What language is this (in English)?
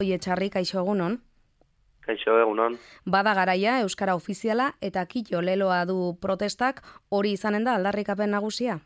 Basque